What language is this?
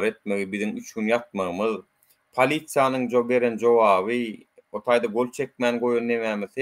Turkmen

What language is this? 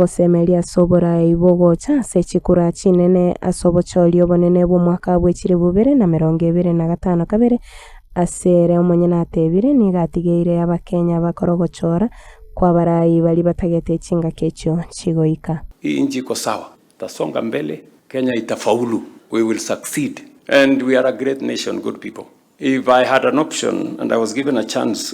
Gusii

